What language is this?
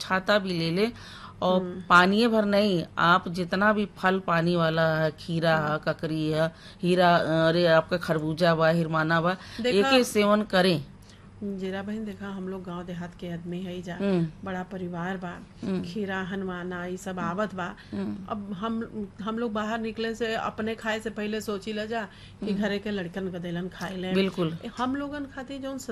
Bhojpuri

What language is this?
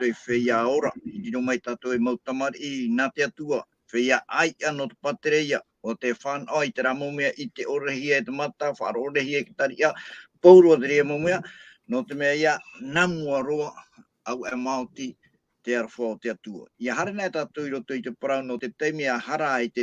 Tahitian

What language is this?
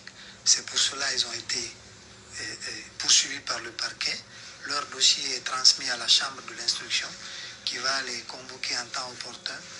French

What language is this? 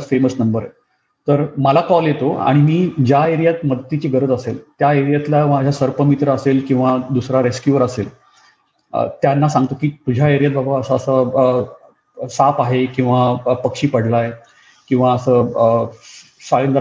Marathi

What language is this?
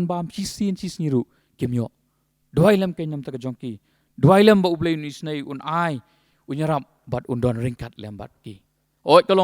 Khasi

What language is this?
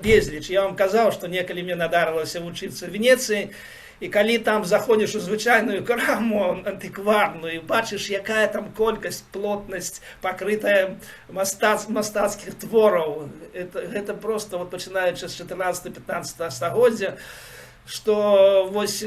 Belarusian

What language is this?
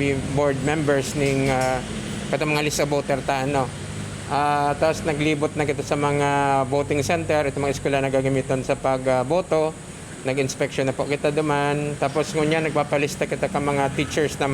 Bikol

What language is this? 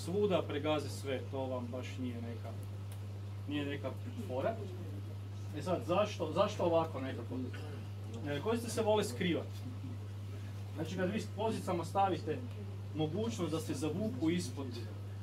Croatian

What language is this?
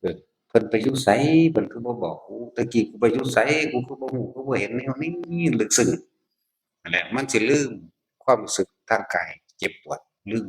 Northeastern Thai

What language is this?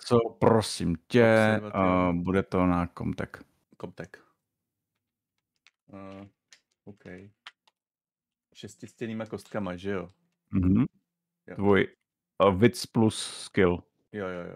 Czech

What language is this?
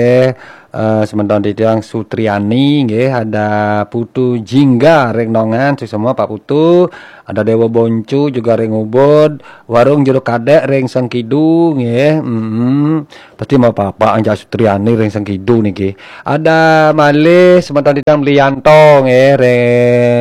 Balinese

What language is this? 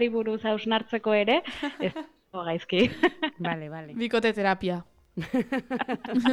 Basque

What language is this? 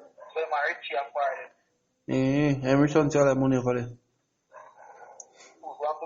Jamaican Creole English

